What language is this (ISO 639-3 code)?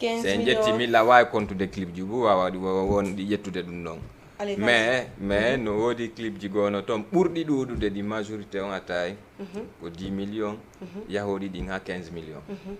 ful